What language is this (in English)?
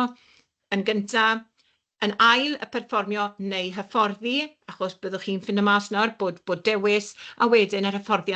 Welsh